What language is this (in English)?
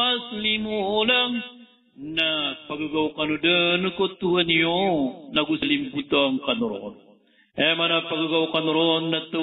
Maranao